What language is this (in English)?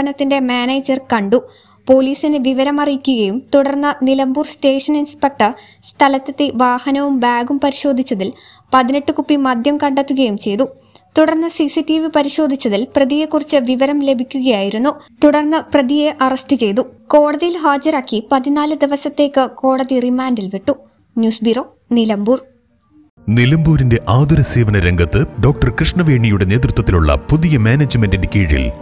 Malayalam